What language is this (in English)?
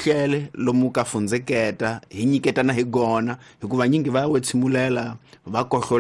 Tsonga